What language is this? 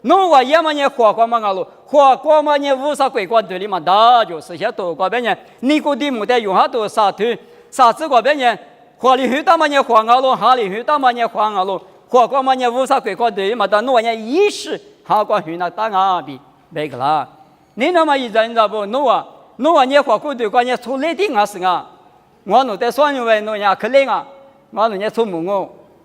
Lisu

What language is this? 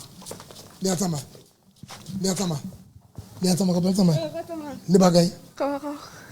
Southern Sotho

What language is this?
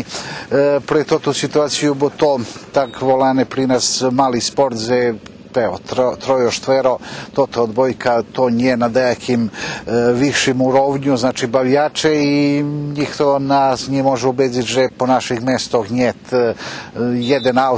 Rusyn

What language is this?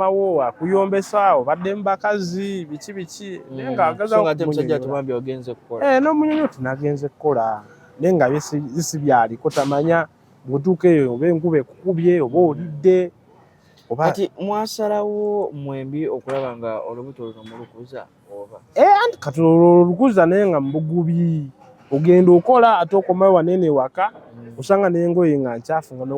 Ganda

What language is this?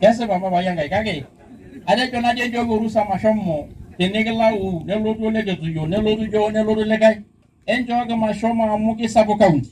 Masai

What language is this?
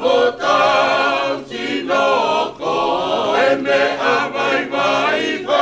Tongan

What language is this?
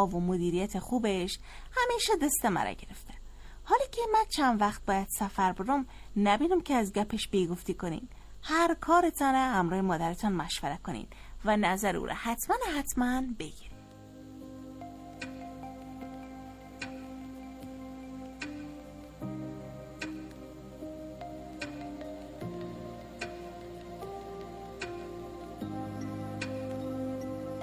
Persian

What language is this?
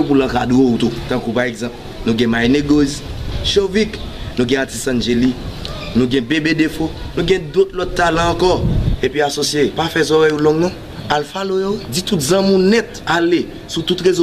Haitian Creole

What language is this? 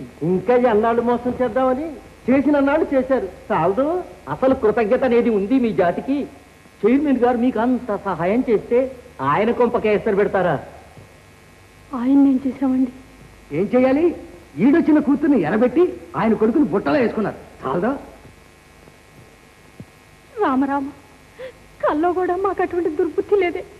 Telugu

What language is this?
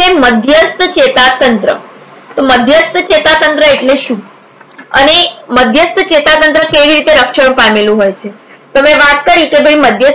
Gujarati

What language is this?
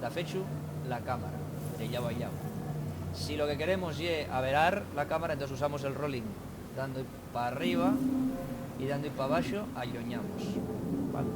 Asturian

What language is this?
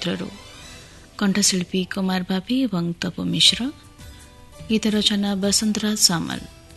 Odia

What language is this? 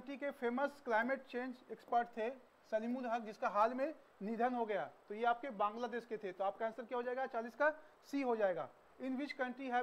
Hindi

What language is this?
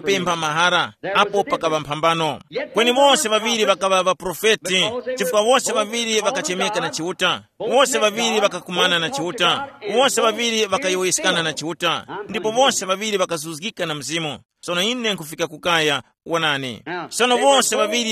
Tumbuka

